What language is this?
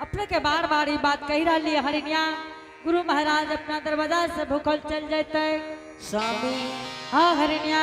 Angika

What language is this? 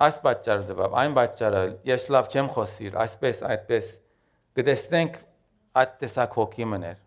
Armenian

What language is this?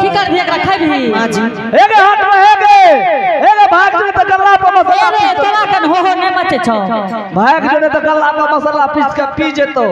Angika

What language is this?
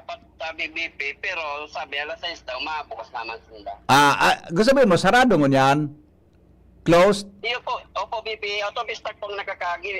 Bikol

